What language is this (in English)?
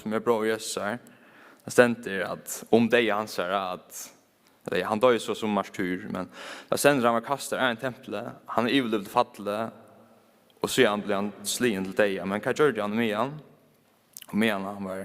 Faroese